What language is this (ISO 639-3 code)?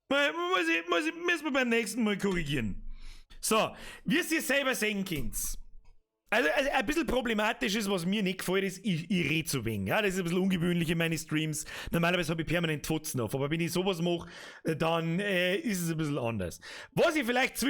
bar